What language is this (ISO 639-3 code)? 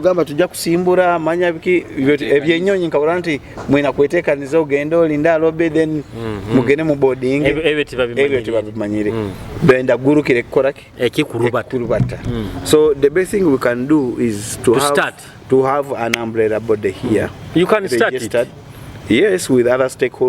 nyo